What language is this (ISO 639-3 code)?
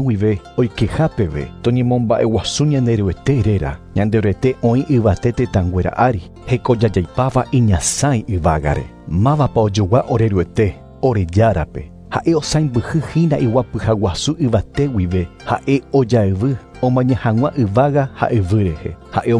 grn